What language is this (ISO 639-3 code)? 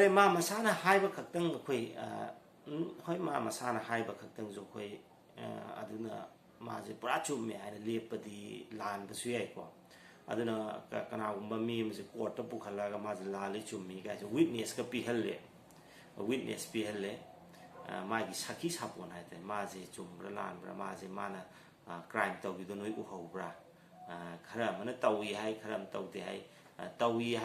mni